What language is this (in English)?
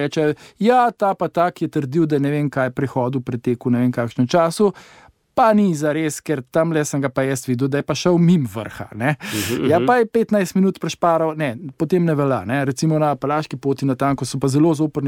Slovenian